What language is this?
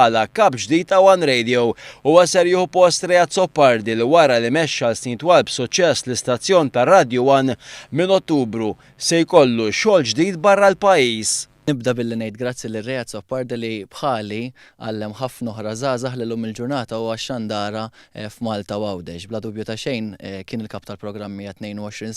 Maltese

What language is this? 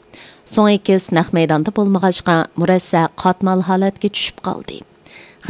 Uyghur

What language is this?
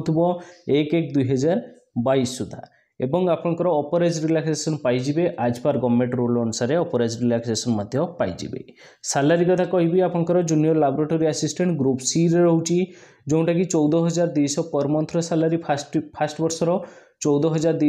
Odia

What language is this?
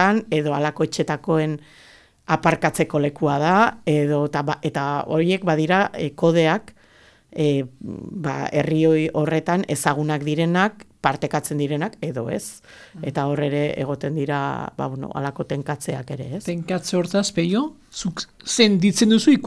Basque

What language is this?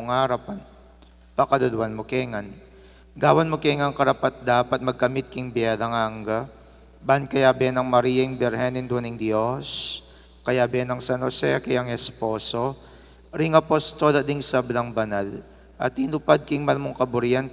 Pampanga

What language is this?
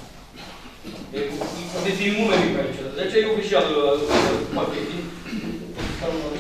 Romanian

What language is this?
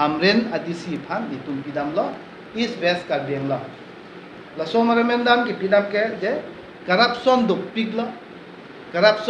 Karbi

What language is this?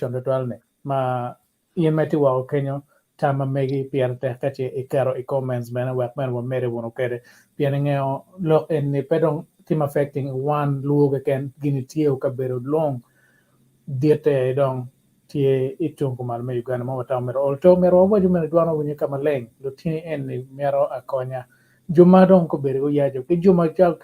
Acoli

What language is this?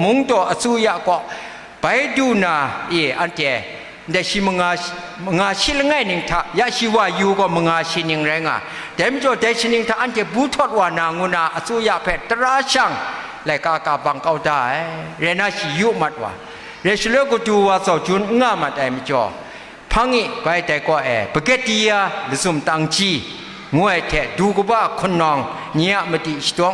Kachin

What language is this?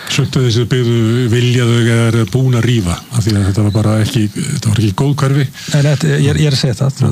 Icelandic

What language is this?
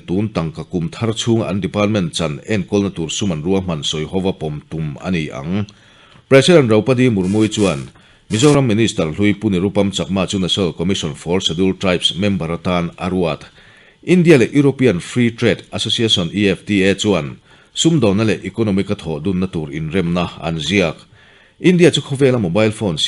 Mizo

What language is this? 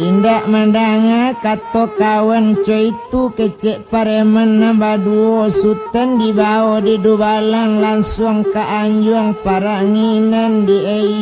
Minangkabau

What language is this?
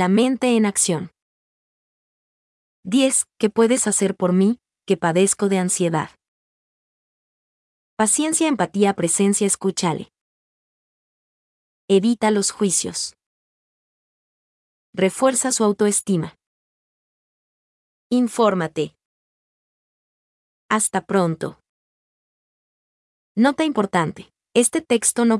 Spanish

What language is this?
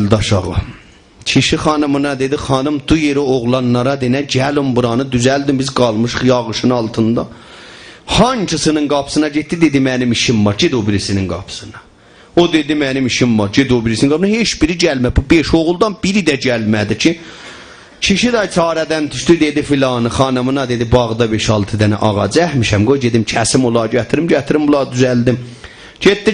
South Azerbaijani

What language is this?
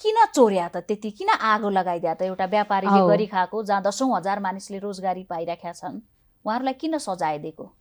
Nepali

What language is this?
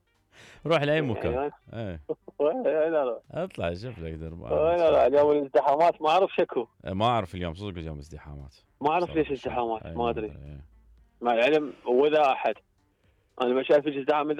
Mesopotamian Arabic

